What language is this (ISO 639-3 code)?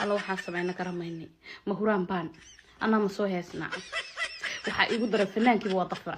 som